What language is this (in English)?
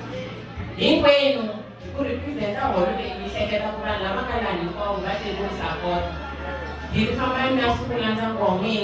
Tsonga